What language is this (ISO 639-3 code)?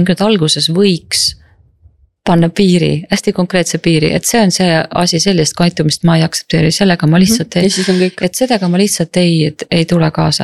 est